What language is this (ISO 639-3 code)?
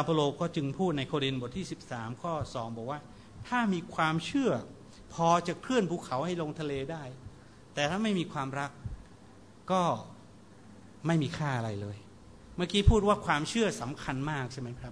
tha